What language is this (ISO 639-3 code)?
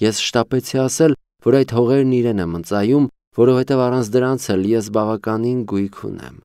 hye